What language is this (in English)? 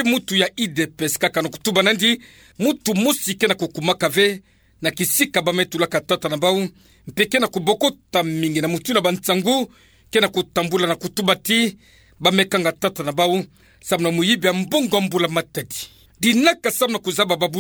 Kituba (Democratic Republic of Congo)